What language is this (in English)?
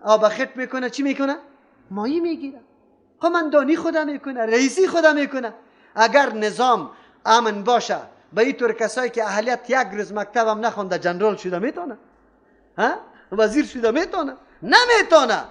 Persian